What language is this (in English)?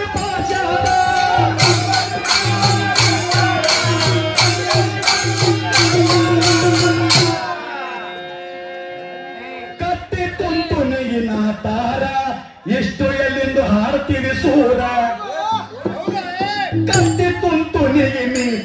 Kannada